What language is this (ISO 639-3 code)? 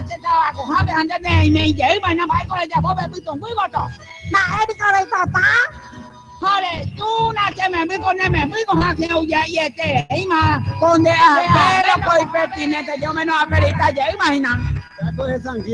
grn